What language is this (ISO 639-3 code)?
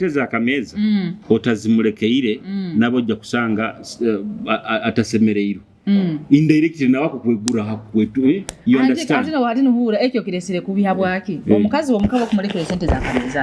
nyo